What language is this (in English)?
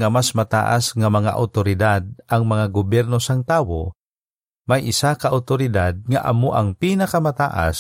Hiligaynon